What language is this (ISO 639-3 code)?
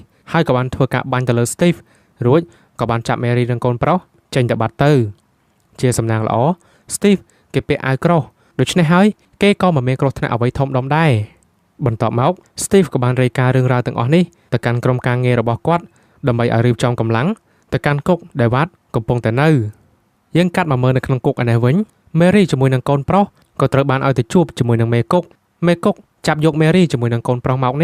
khm